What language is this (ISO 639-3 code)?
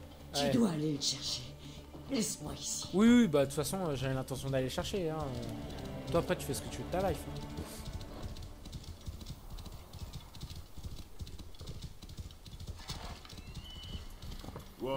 fra